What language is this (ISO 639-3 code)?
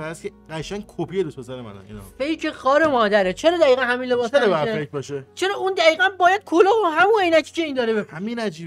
fas